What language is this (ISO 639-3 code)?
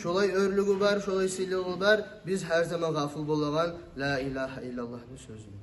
kum